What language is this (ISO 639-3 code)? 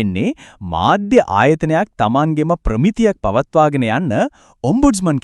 sin